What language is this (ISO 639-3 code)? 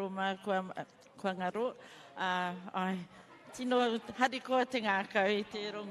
mri